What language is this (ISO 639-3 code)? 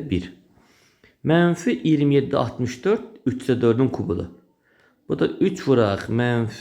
aze